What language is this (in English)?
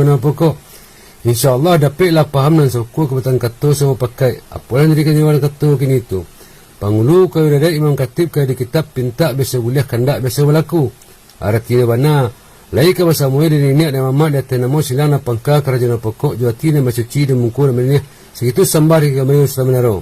Minangkabau